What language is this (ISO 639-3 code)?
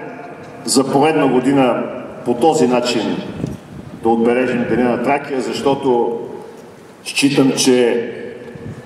bul